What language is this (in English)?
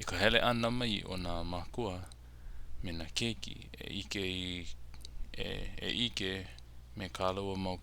Hawaiian